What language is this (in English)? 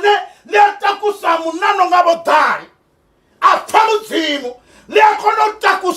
Venda